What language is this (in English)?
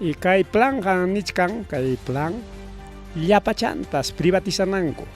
Ayacucho Quechua